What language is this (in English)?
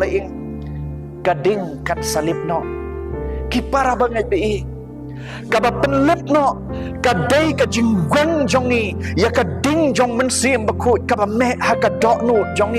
Khasi